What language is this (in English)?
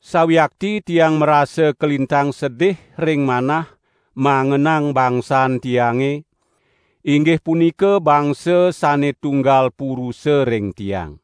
Balinese